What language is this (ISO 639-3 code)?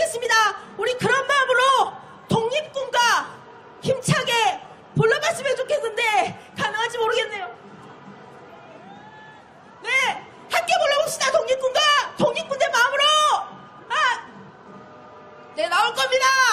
kor